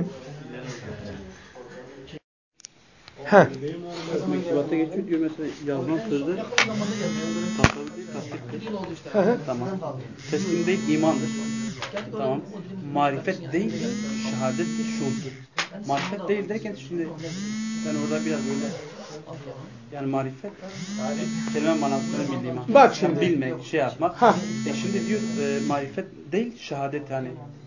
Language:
Turkish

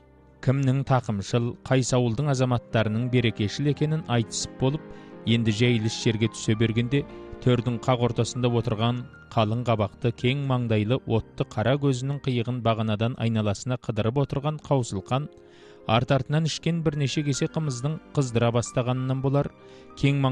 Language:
Kazakh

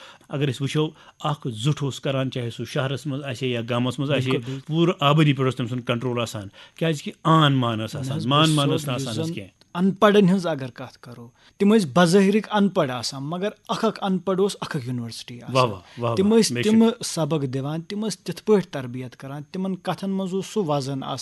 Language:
Kashmiri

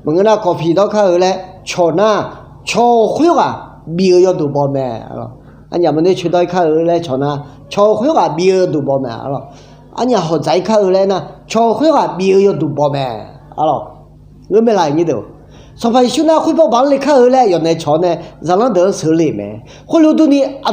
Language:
Akha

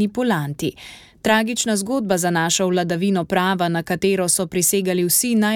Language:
Slovenian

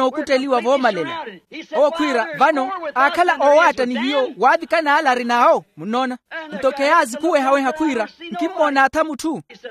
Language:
Makhuwa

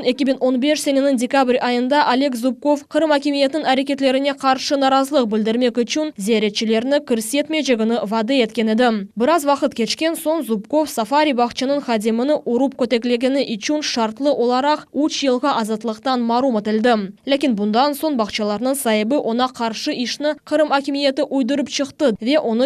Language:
Crimean Tatar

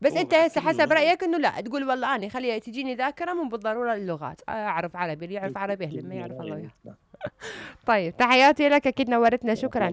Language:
Mesopotamian Arabic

